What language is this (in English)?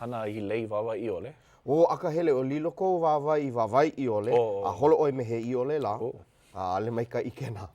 Hawaiian